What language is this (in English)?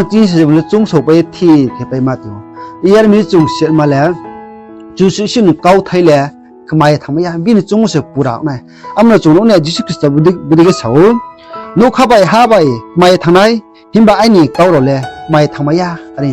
Riang (India)